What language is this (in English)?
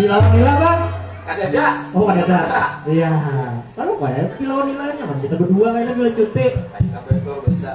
Banjar